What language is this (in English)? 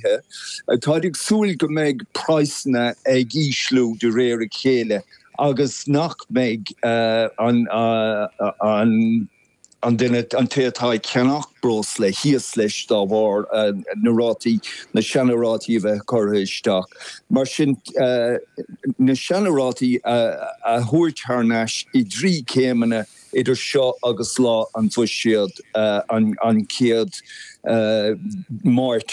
Irish